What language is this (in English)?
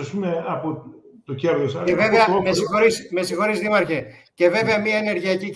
Greek